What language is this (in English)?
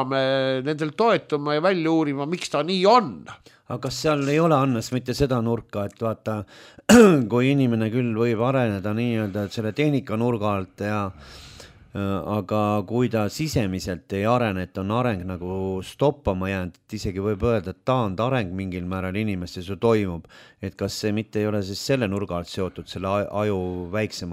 Estonian